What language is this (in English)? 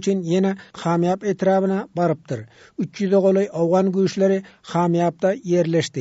Turkmen